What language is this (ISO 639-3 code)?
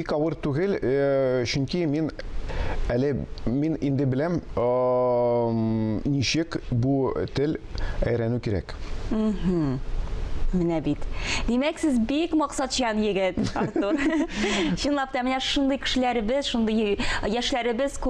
tat